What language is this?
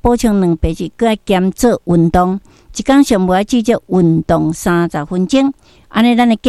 Min Nan Chinese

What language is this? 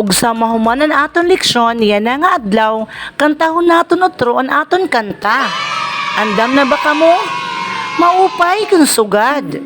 Waray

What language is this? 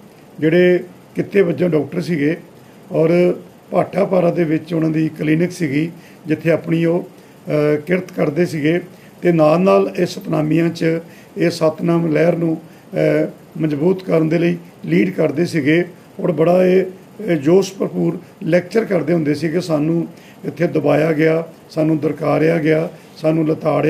Punjabi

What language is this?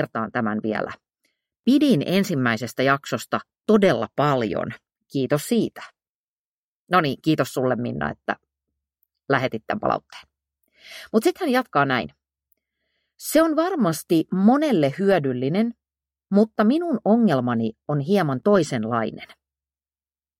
Finnish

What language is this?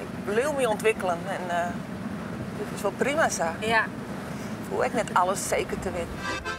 Western Frisian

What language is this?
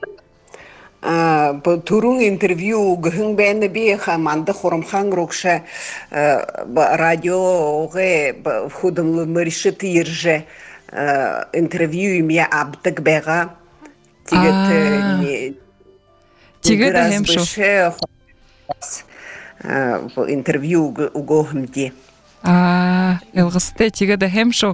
Buriat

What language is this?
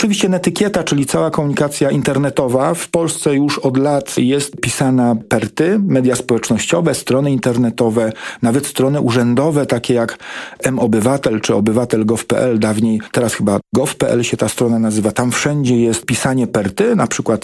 Polish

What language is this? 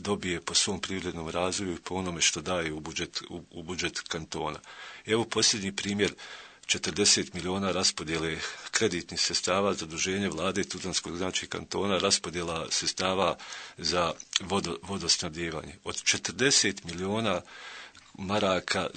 Bosnian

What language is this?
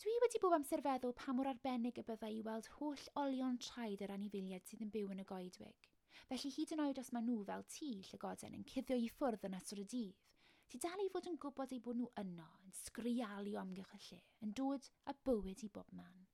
Welsh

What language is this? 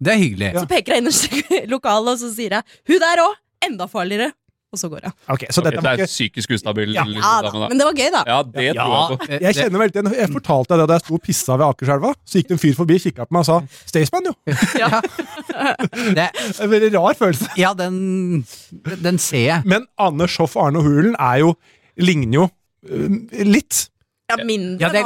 Norwegian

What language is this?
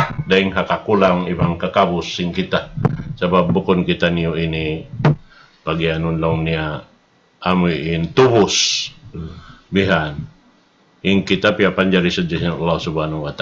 Tausug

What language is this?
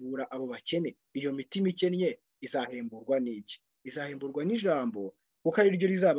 Kinyarwanda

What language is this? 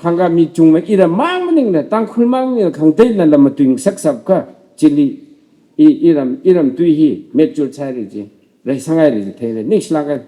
Tangkhul Naga (India)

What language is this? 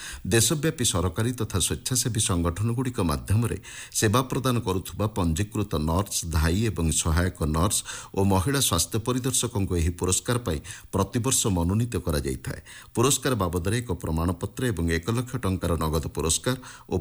Odia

